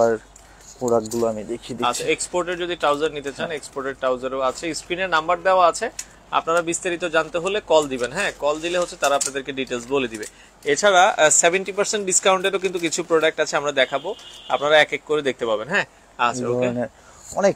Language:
Bangla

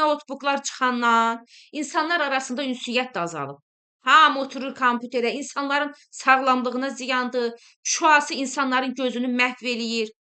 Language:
Azerbaijani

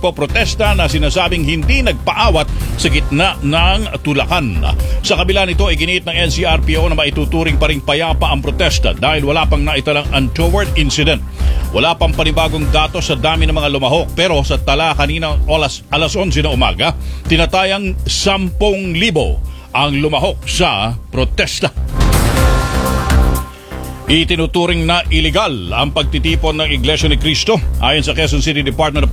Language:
Filipino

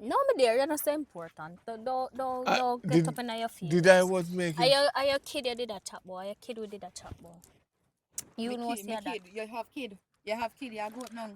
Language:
Jamaican Creole English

